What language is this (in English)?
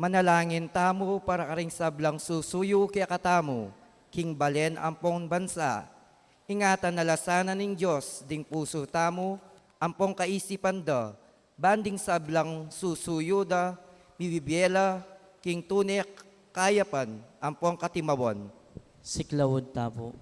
Pampanga